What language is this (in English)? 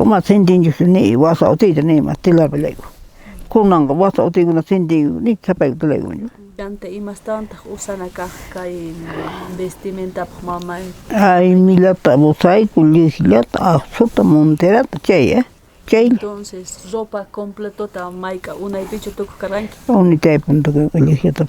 South Bolivian Quechua